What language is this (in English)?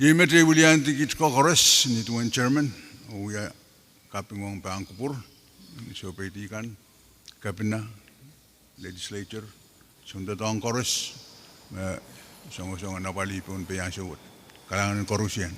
Pohnpeian